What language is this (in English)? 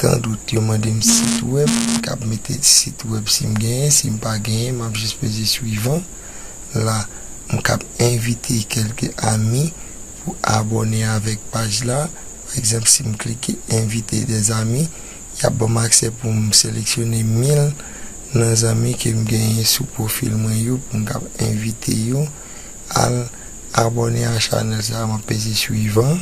Haitian Creole